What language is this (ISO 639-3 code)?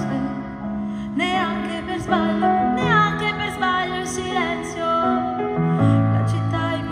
ita